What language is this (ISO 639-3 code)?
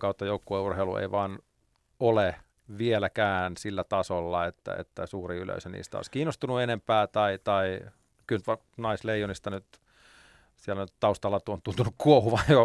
fin